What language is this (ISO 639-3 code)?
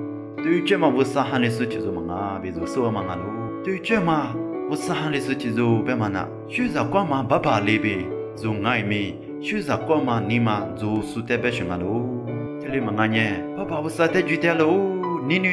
lis